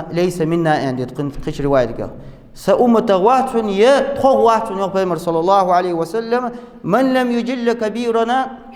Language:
Ingush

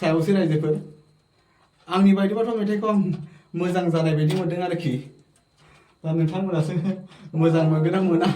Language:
Bodo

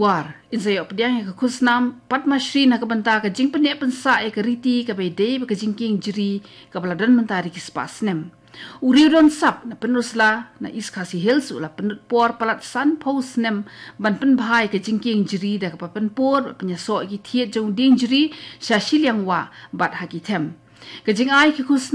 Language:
Khasi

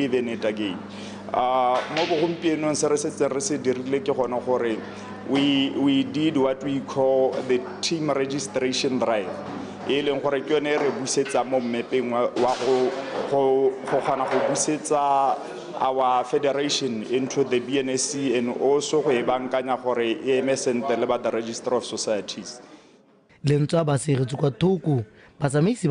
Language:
Tswana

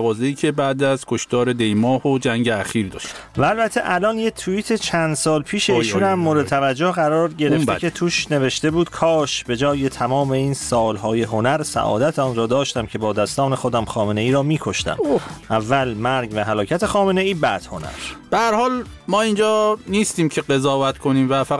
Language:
Persian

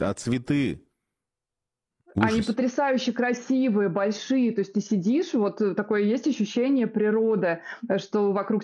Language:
Russian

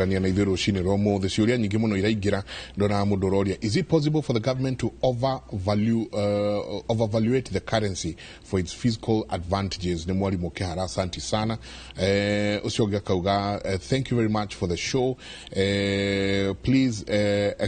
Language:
Kikuyu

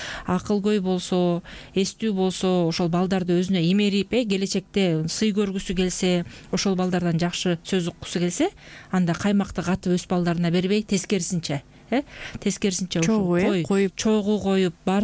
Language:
Kyrgyz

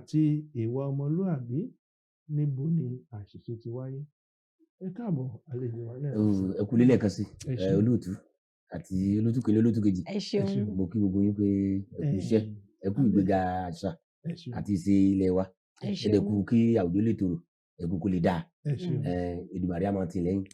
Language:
Yoruba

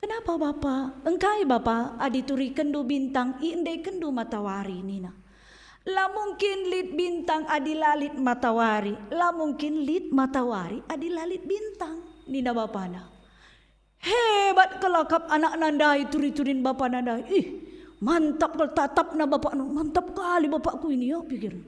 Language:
Batak Karo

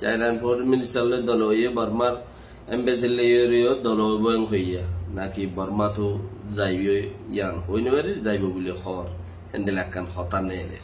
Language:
Rohingya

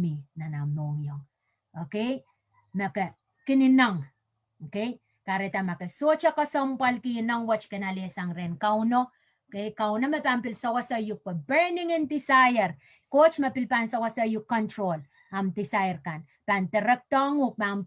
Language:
Pohnpeian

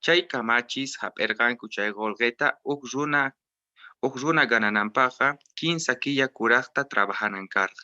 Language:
Quechua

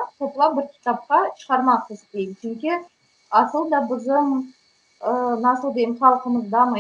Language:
Crimean Tatar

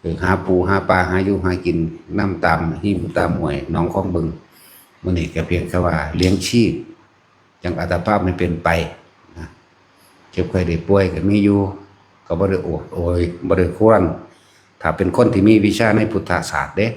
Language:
Northeastern Thai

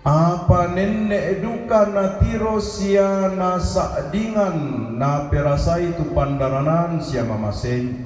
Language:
Toraja-Sa'dan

